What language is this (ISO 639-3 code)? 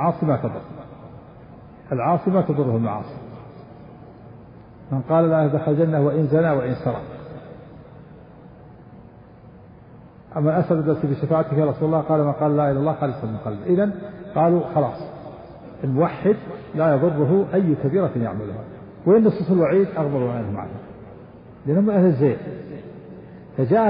ara